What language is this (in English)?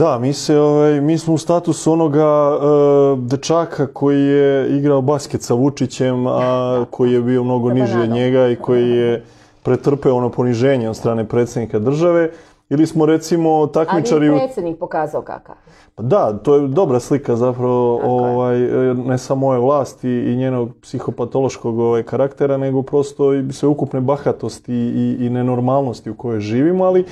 Serbian